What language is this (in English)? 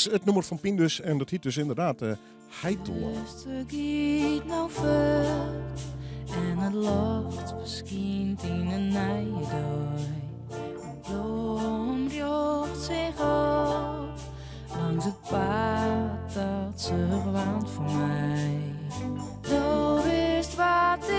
Western Frisian